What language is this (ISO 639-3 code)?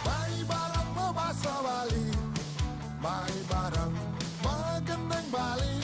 ban